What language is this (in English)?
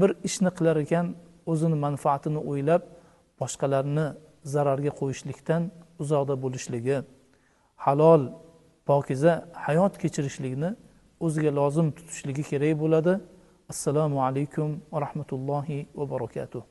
Uzbek